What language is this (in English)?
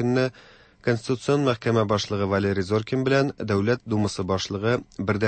Tatar